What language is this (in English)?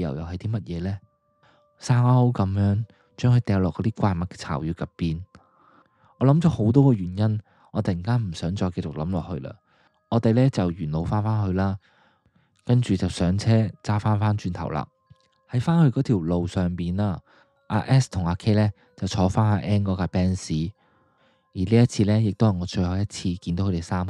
Cantonese